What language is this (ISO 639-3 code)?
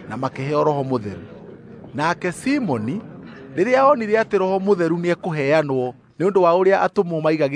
kik